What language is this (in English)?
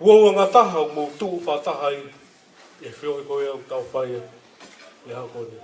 Tongan